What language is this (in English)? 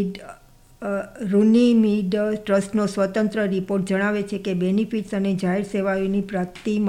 Gujarati